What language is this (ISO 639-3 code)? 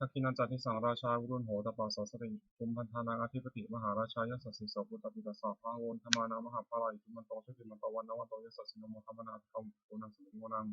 pli